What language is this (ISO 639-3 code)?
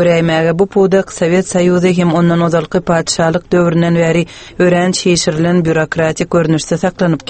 tuk